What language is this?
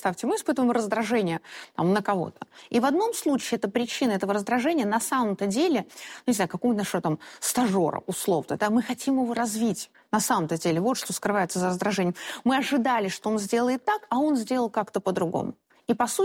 Russian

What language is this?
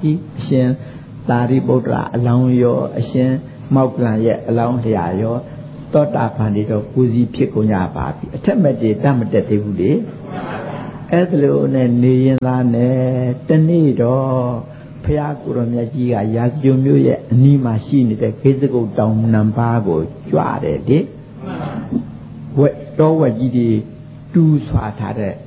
Burmese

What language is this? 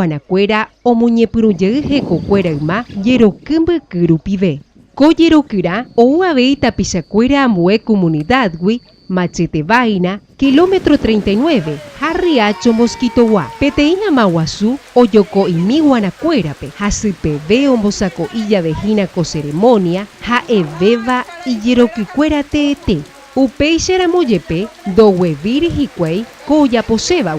Guarani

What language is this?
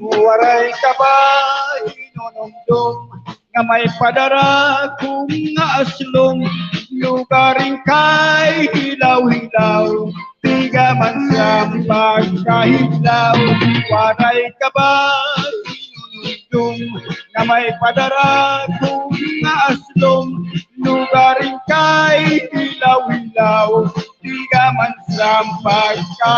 Waray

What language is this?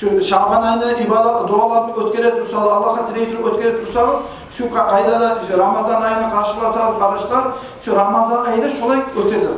Kumyk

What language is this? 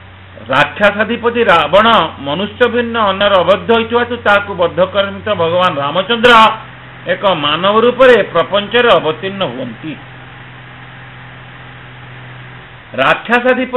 Odia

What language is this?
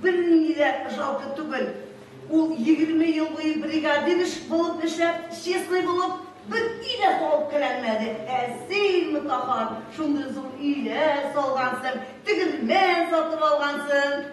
Tatar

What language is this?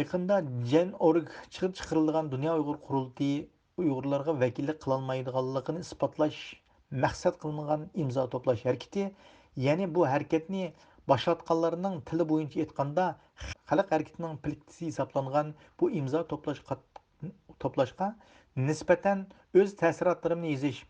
Uyghur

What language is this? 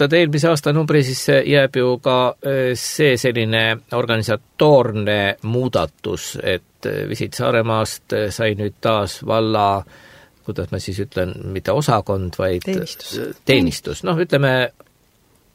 Estonian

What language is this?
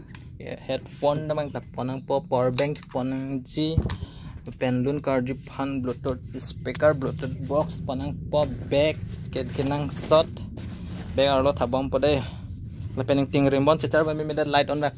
Karbi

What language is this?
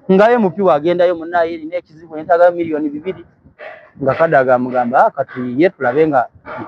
Ganda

